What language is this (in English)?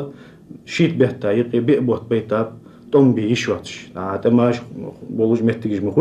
Ingush